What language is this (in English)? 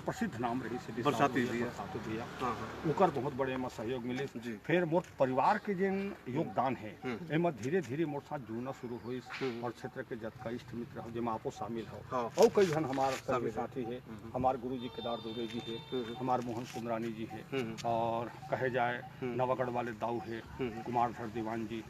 Chhattisgarhi